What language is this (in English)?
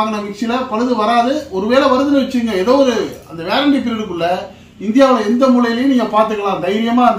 Tamil